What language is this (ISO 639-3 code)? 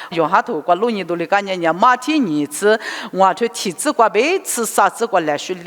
lis